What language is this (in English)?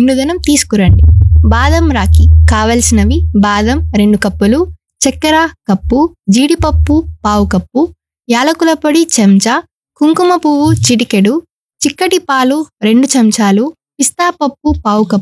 Telugu